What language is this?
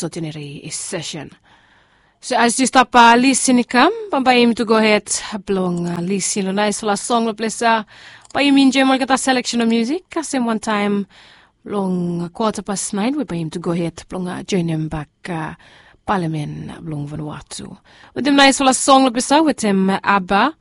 Bislama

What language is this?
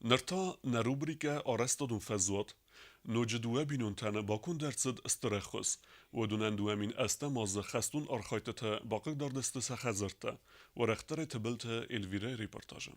Ossetic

